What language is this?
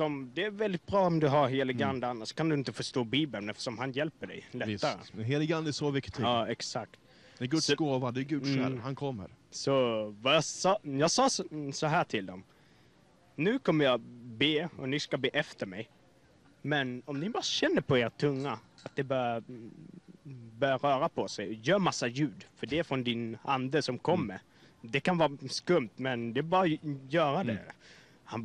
Swedish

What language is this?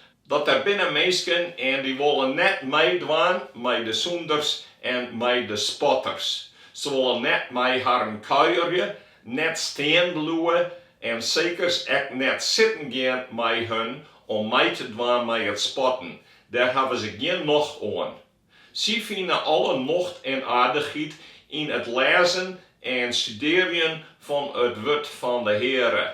Western Frisian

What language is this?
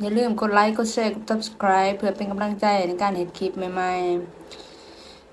Northeastern Thai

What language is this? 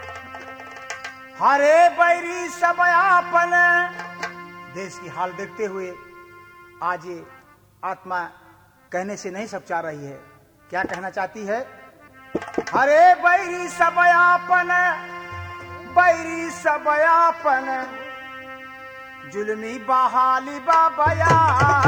Bhojpuri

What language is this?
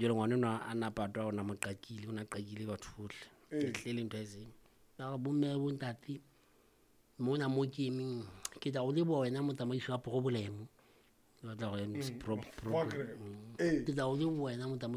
Southern Sotho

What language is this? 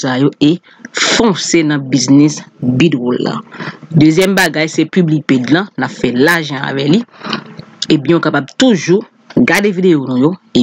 Haitian Creole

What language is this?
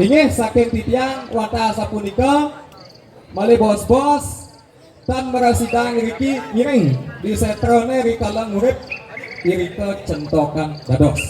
Balinese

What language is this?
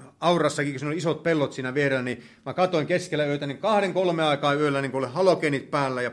Finnish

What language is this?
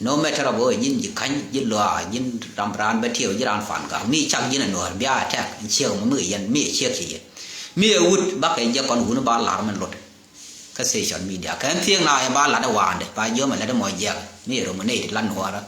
Nuer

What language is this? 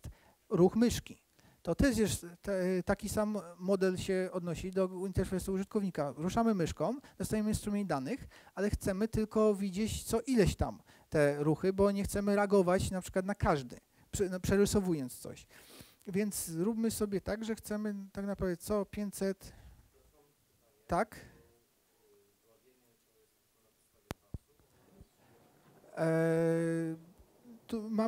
Polish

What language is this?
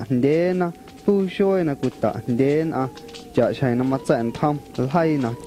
Guerrero Amuzgo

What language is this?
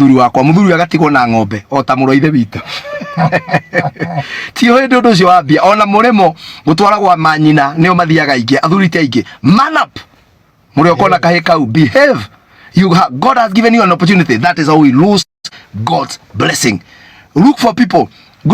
Kikuyu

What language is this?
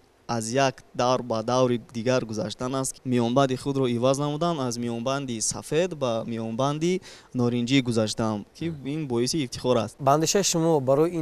Tajik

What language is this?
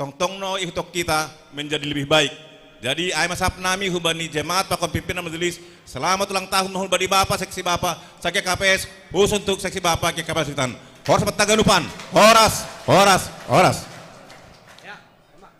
Batak Simalungun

